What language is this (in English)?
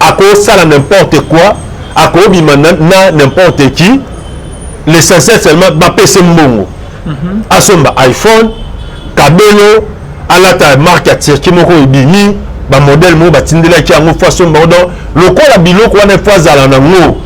Lingala